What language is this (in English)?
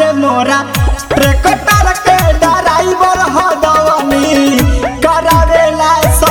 Bhojpuri